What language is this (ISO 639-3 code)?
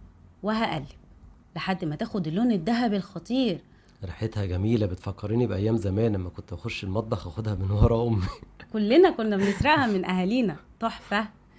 arz